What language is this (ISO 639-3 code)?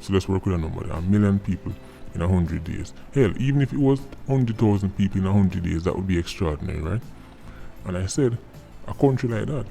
jam